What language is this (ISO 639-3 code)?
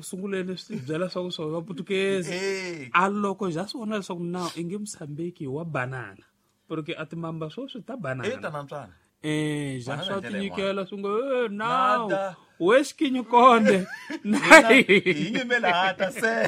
tso